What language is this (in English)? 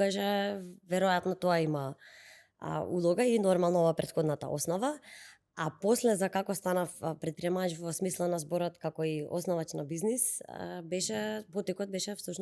Macedonian